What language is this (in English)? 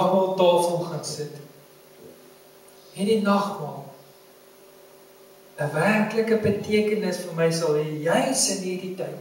Afrikaans